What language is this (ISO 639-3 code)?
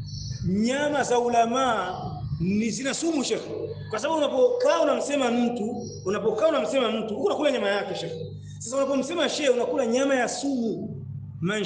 swa